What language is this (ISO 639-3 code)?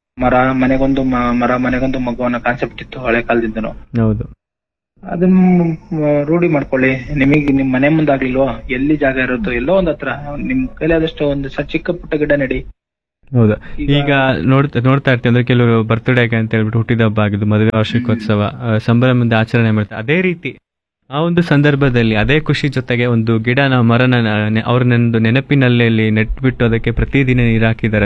kan